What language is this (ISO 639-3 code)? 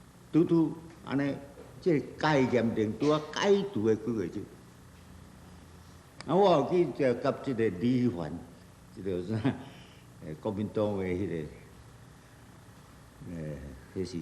nan